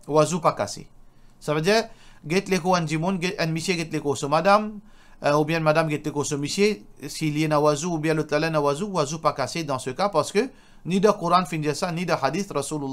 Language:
Morisyen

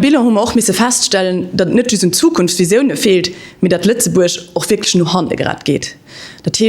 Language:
Luxembourgish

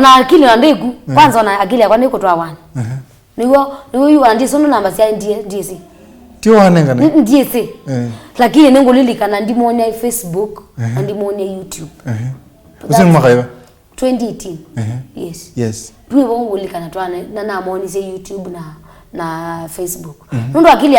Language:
Kamba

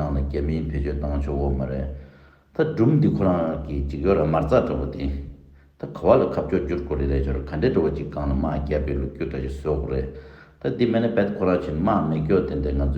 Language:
Tibetan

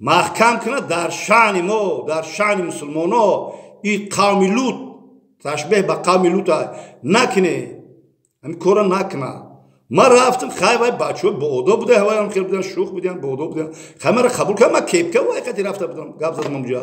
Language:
Tajik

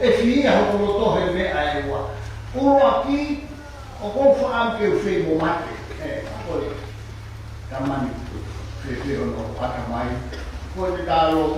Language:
Tongan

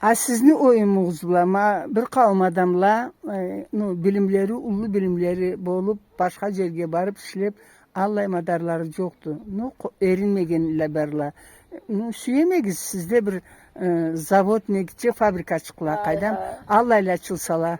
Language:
Karachay-Balkar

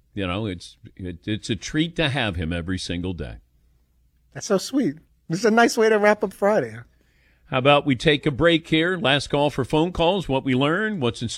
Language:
English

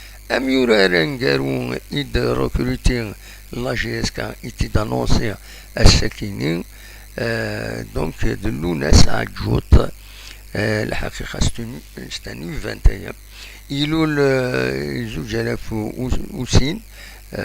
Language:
Kabyle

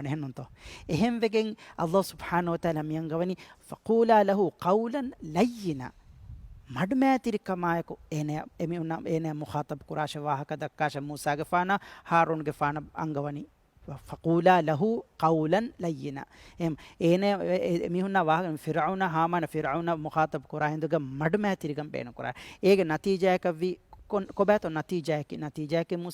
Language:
Divehi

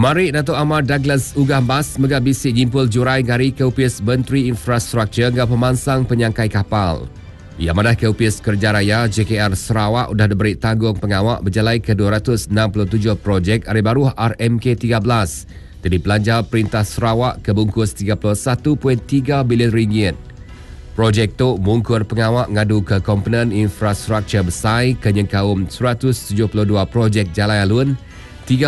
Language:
Iban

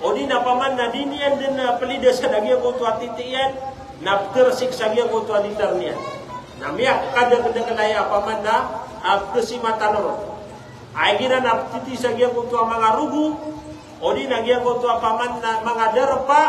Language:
Maranao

